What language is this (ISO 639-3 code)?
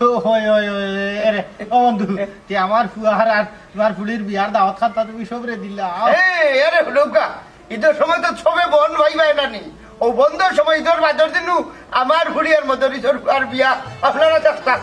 syl